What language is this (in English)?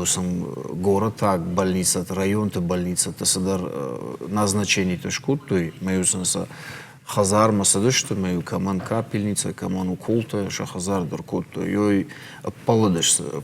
Ossetic